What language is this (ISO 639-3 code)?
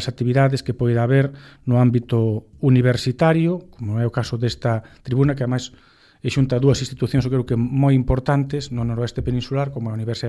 glg